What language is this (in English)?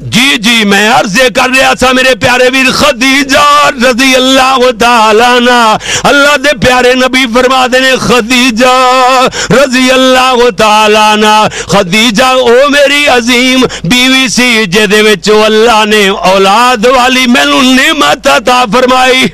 Western Panjabi